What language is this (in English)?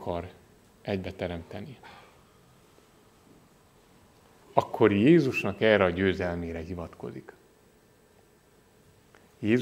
Hungarian